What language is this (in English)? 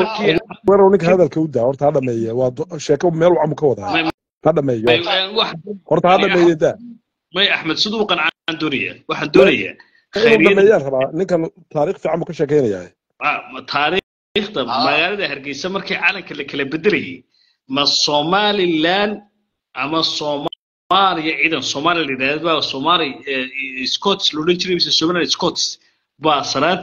Somali